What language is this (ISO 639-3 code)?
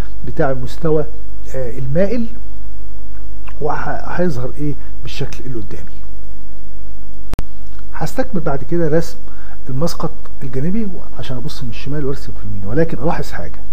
arz